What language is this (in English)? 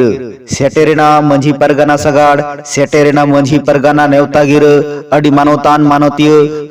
Santali